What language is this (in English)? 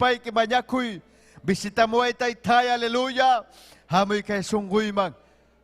Ayacucho Quechua